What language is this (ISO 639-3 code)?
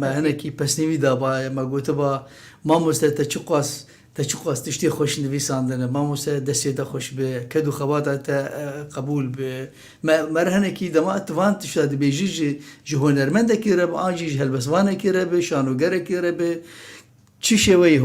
kur